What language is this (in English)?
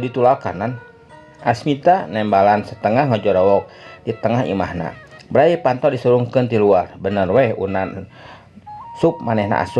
Sundanese